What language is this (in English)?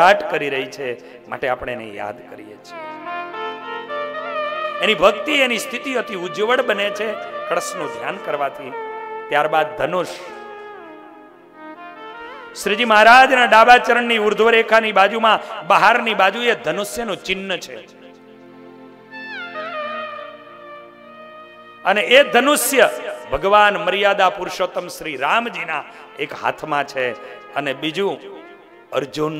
Gujarati